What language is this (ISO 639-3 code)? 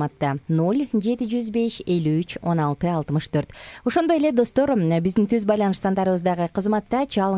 kir